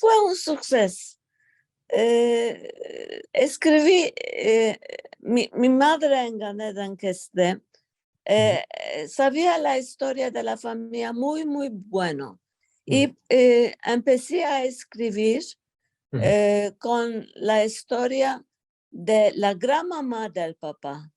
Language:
Ladino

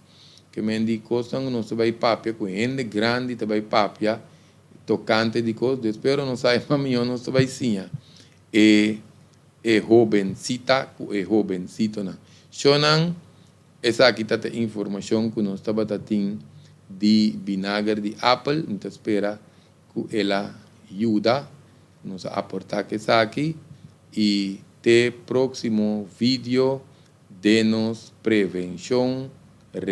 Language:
Papiamento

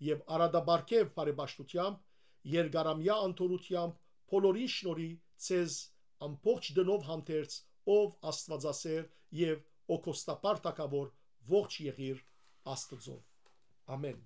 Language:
Western Armenian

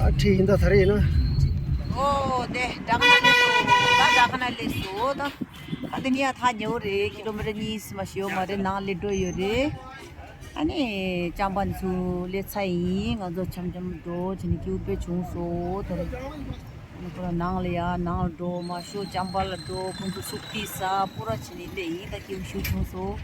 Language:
Tibetan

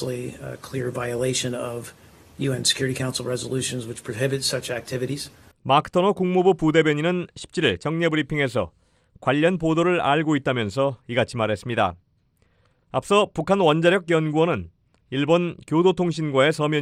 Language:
Korean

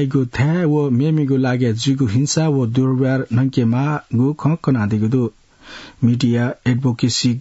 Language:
Newari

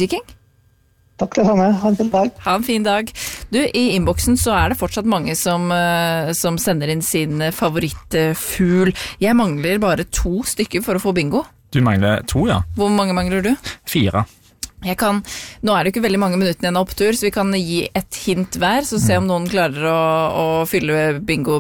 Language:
Norwegian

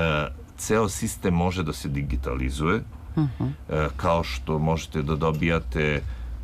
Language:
Serbian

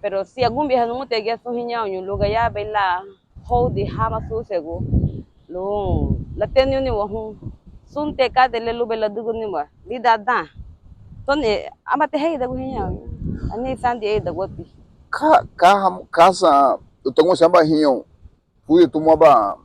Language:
Garifuna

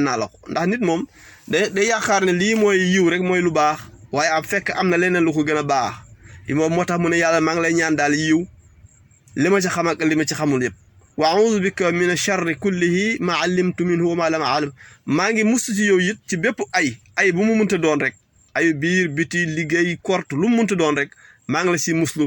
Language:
Wolof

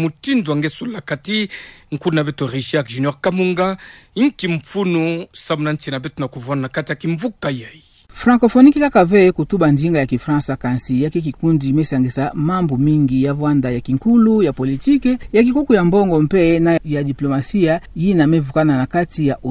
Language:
Kituba (Democratic Republic of Congo)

